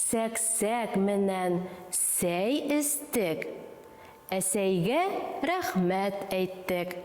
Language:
Bashkir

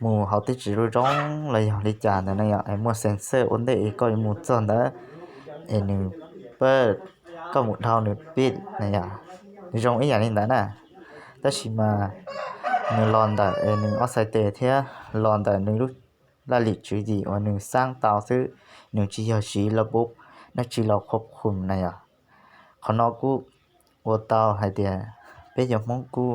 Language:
Hmong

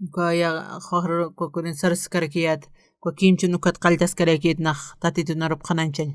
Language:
Aymara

